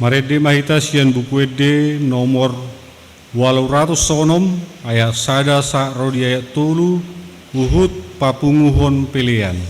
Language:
Batak Toba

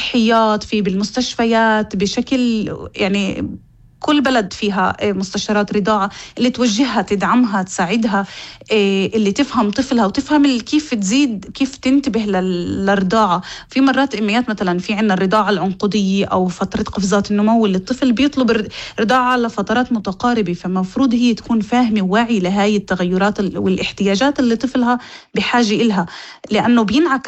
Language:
North Levantine Arabic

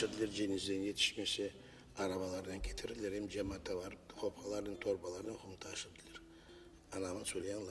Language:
Crimean Tatar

